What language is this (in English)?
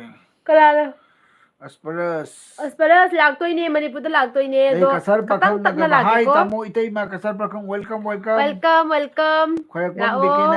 Manipuri